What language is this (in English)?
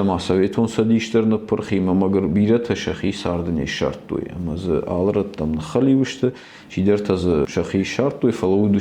Ossetic